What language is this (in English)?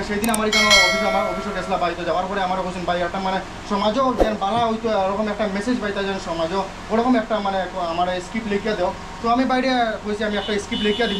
Sylheti